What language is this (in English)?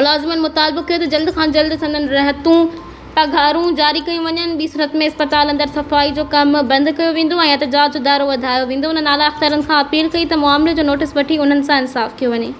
Sindhi